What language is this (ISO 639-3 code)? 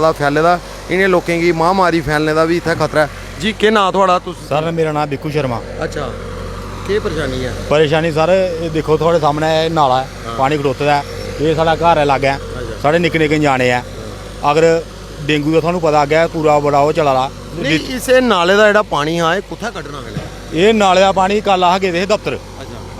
doi